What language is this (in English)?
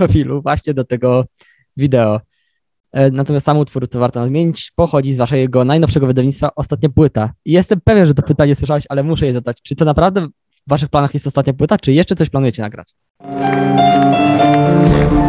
Polish